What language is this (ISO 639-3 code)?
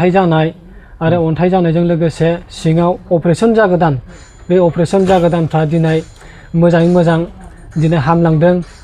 brx